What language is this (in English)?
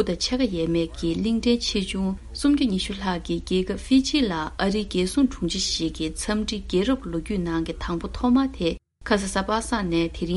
Tibetan